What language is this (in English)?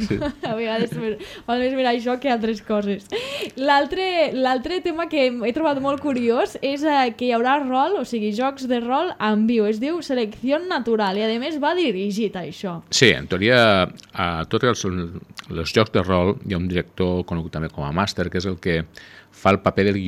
Catalan